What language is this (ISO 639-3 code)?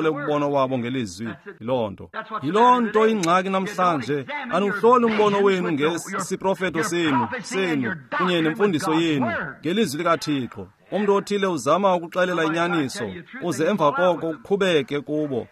xho